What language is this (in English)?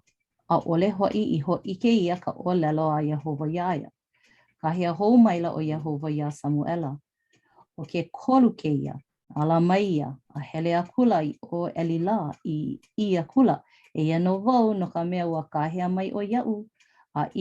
Hawaiian